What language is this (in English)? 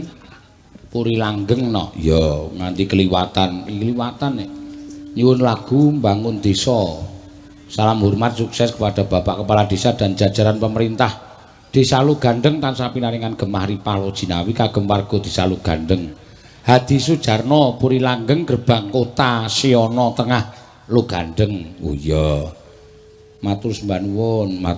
Javanese